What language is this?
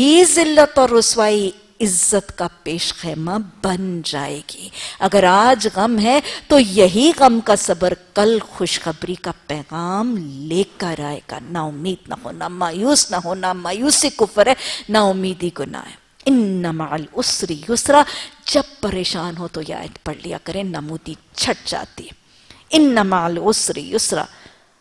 Urdu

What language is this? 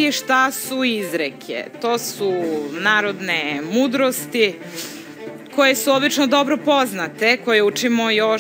Serbian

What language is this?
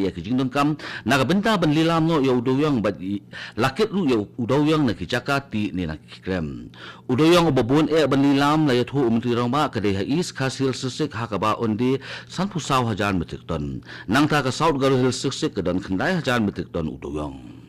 Khasi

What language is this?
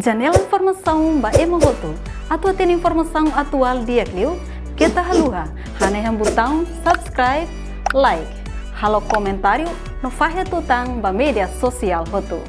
Tetum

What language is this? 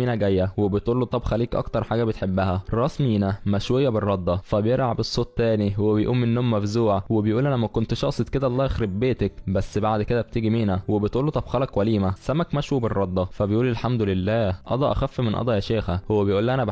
Egyptian Arabic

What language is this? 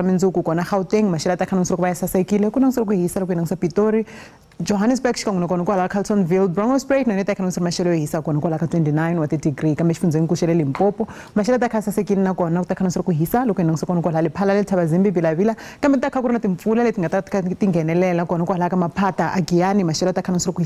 Tsonga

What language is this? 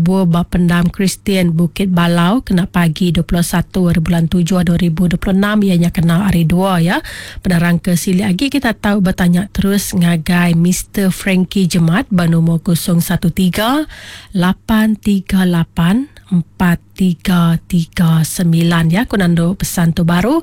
Iban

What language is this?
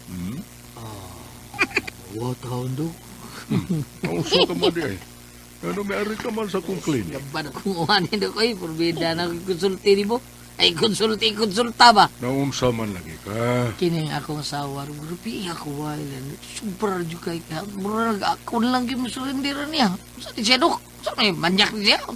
Cebuano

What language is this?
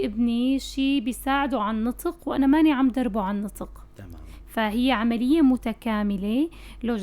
North Levantine Arabic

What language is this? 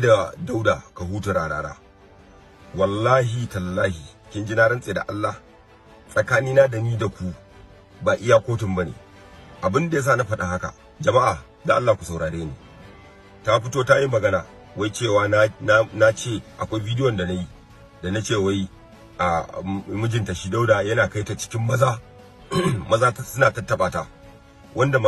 Hausa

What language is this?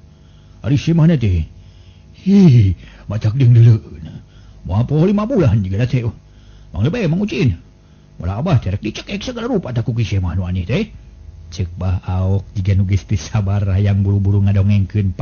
Sundanese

